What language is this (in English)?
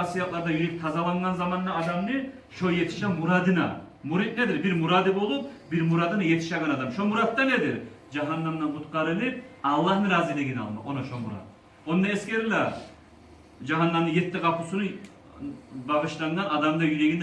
Kumyk